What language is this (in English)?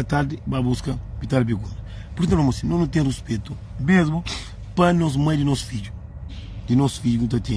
Kabuverdianu